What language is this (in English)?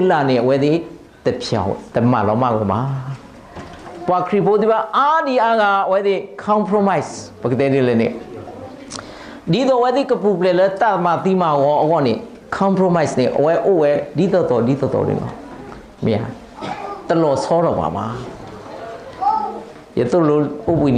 S'gaw Karen